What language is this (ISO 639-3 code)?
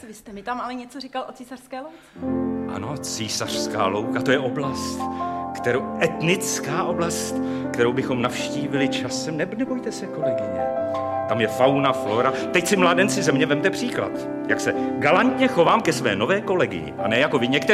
ces